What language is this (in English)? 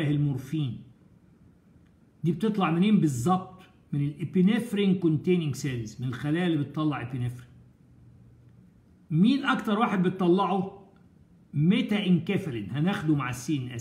Egyptian Arabic